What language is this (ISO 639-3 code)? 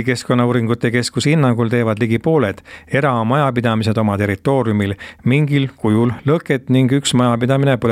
est